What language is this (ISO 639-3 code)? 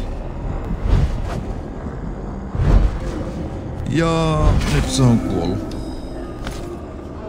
fin